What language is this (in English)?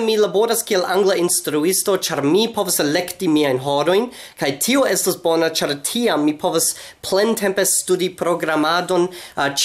Esperanto